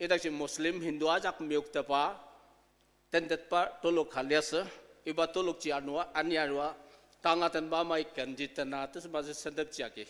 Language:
Ao Naga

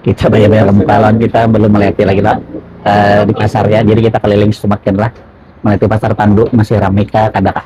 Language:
Banjar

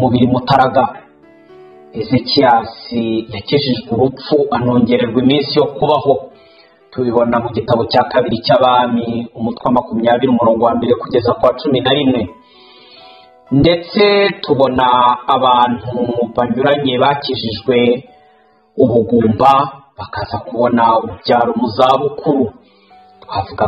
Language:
Kinyarwanda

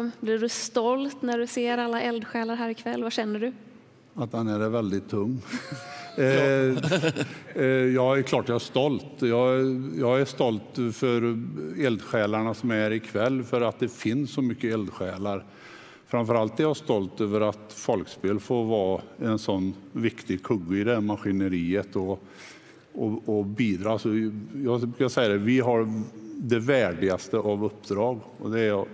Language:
Swedish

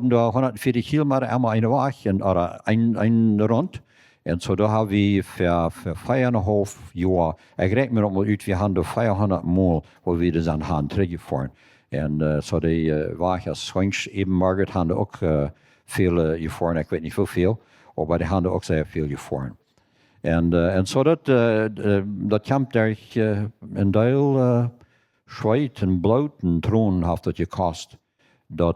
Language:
Plautdietsch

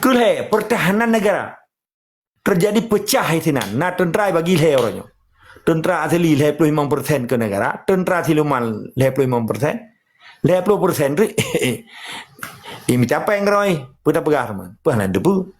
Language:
Achinese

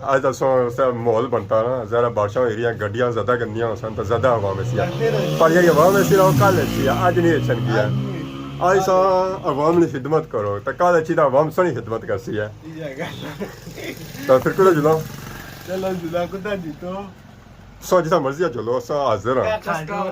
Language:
Pahari-Potwari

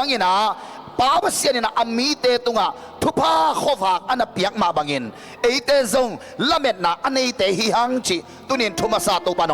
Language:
Tedim Chin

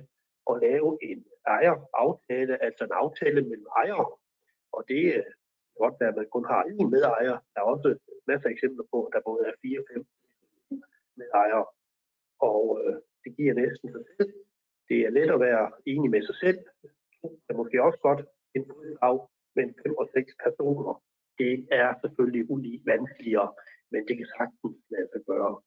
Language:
Danish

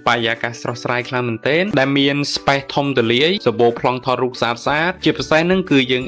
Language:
Khmer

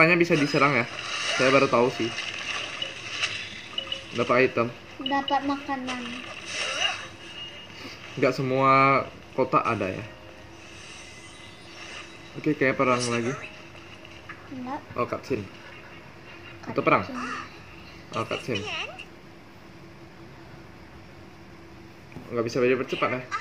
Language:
Indonesian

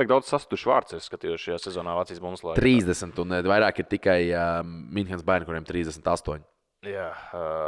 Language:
Latvian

